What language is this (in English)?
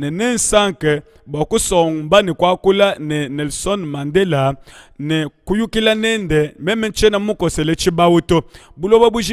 Luba-Lulua